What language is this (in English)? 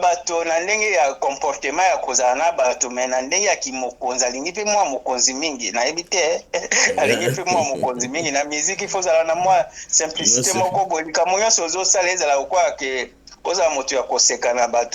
Lingala